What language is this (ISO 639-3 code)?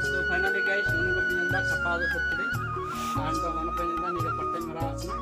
sat